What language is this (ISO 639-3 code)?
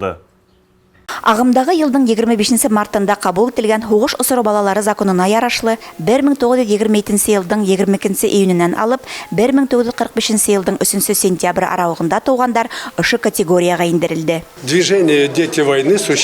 bak